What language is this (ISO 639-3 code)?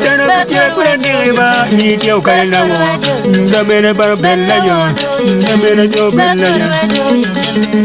ach